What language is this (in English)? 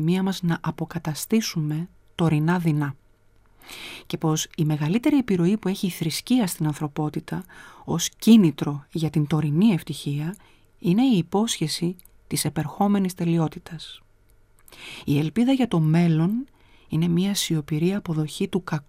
Greek